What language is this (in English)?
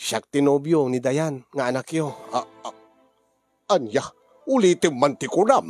Iloko